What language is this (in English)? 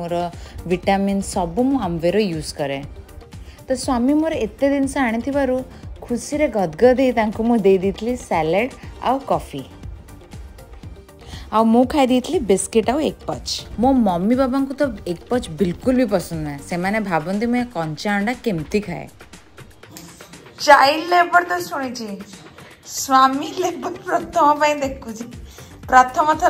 Odia